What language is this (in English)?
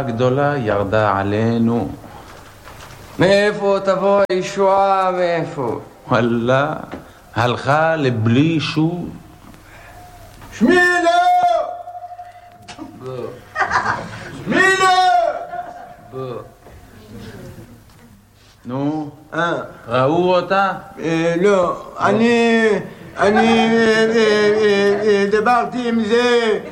Hebrew